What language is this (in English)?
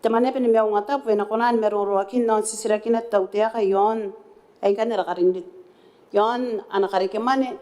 Gilbertese